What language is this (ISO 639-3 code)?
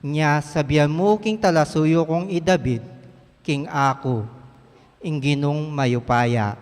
pam